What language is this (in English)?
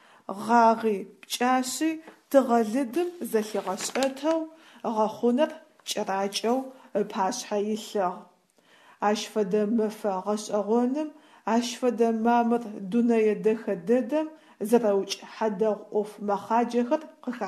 Adyghe